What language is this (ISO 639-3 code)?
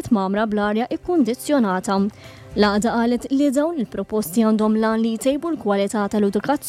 mlt